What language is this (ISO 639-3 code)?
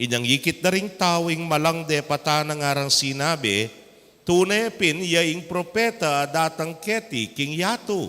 pam